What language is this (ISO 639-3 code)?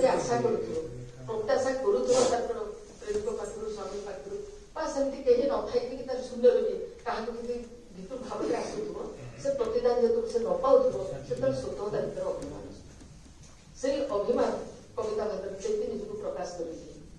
ori